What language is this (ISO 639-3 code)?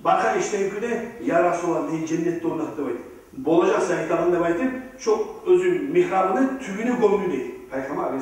kum